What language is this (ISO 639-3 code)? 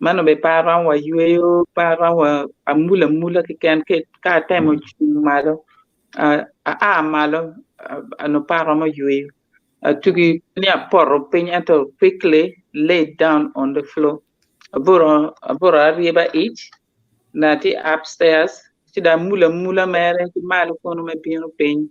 ach